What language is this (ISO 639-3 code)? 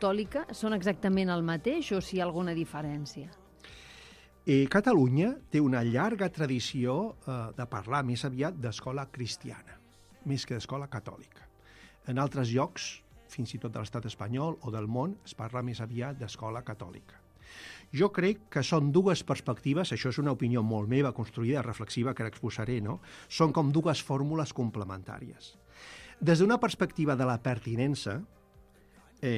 cat